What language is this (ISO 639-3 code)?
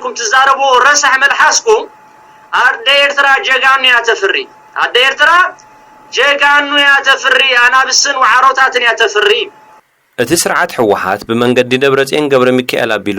tir